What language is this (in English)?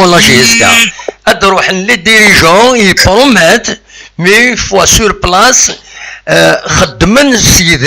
Kabyle